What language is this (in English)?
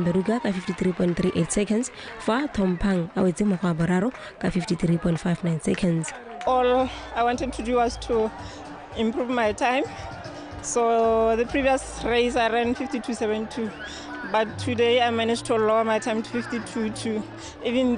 Tswana